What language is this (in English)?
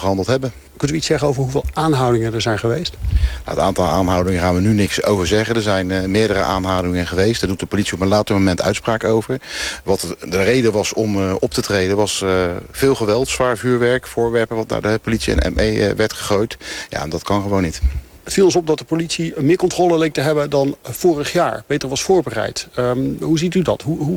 Dutch